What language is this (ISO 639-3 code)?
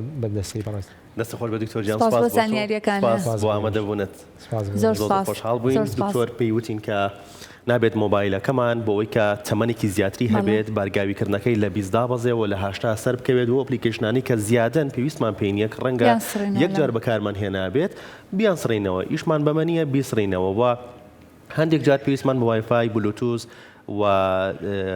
ckb